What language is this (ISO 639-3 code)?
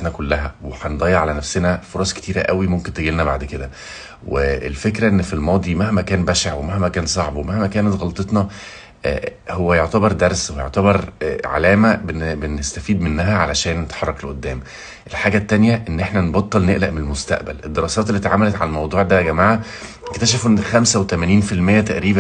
arz